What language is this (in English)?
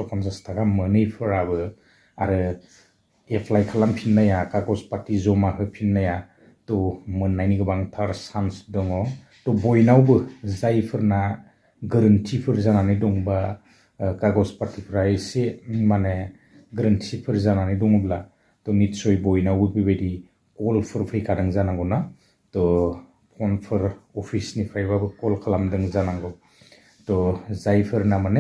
Bodo